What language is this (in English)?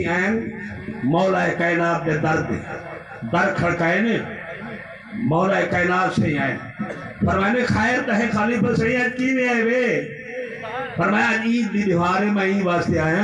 Saraiki